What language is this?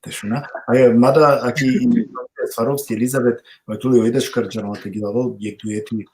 Balkan Romani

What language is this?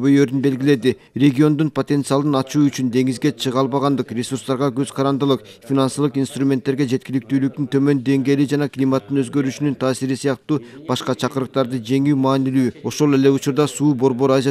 Kyrgyz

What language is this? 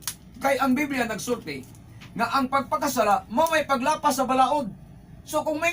Cebuano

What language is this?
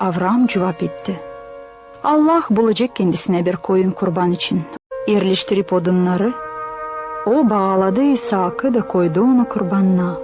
Gagauz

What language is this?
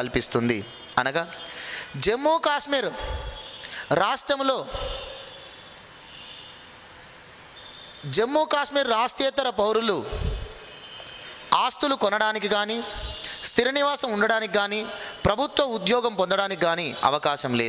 Telugu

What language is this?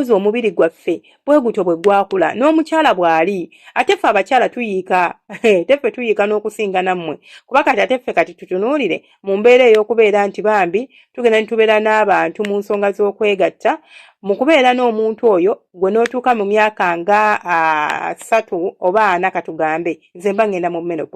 Ganda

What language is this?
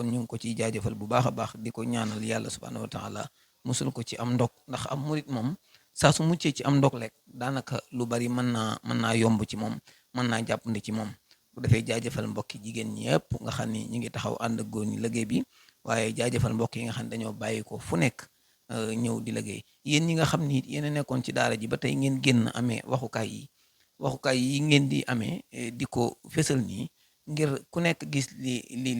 Wolof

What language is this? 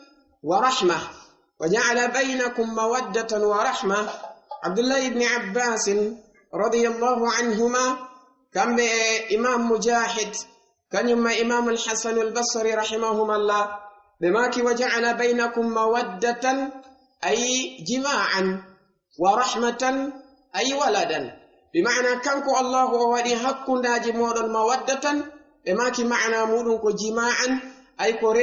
Fula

